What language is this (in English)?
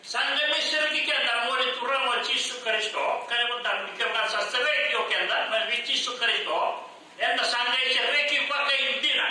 Fijian